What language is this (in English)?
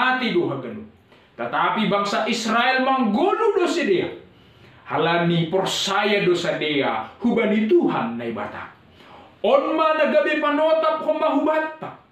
Batak Simalungun